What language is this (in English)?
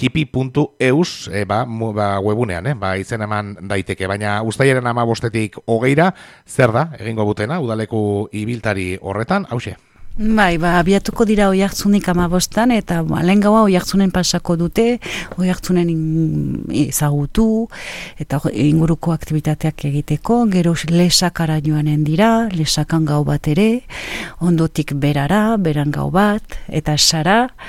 Basque